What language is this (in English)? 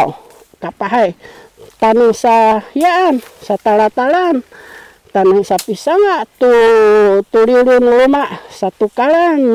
Sakizaya